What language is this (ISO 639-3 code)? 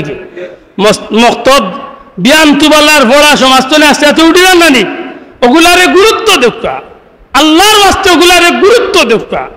syl